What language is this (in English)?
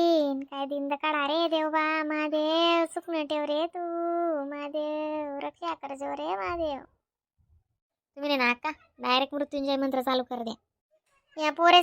Khandesi